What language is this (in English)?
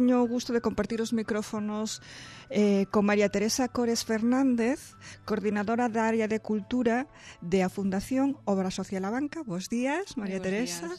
Galician